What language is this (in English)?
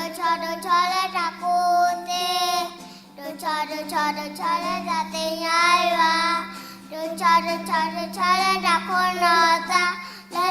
S'gaw Karen